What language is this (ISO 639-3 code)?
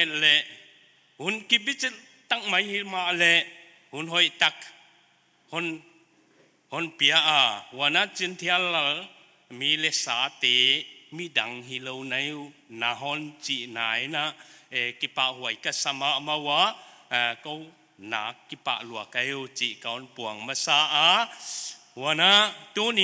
pck